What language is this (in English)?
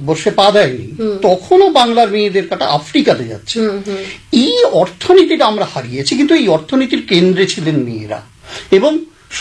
Bangla